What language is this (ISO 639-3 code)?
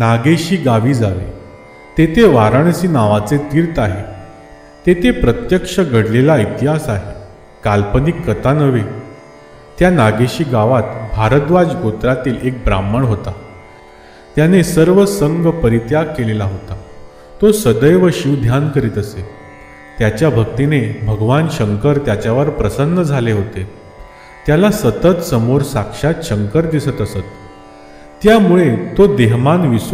mar